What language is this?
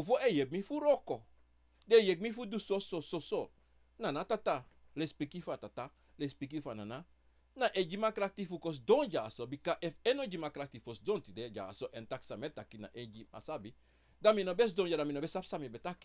Sranan Tongo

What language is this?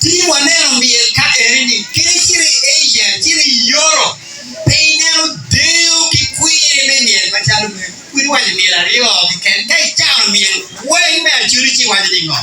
Acoli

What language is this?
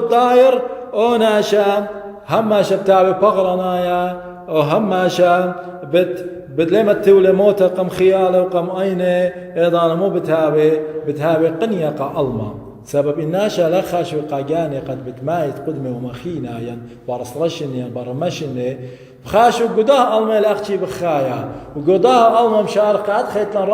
Assyrian Neo-Aramaic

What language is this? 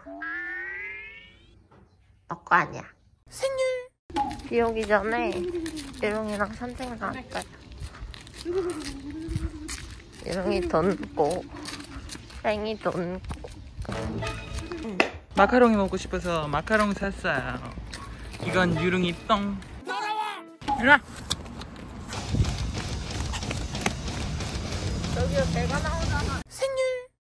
Korean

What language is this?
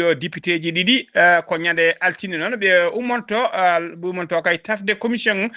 Fula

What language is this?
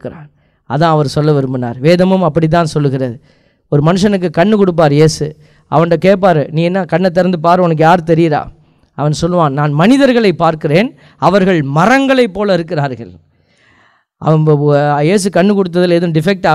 Tamil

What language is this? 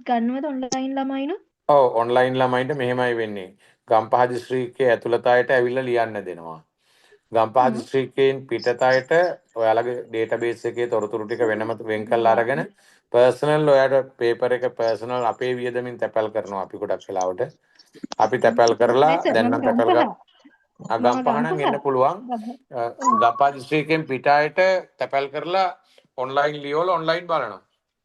Sinhala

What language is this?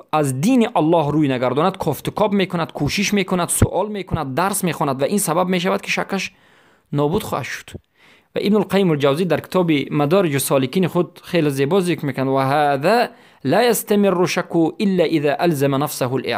Persian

